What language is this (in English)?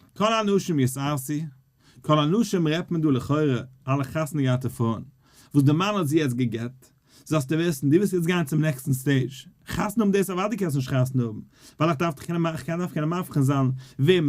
Yiddish